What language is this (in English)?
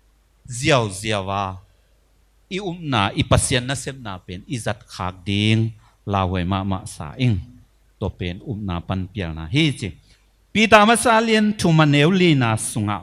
Tedim Chin